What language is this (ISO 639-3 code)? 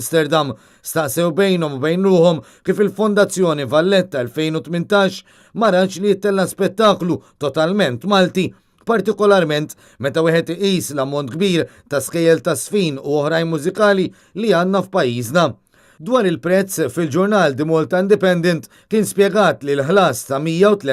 mlt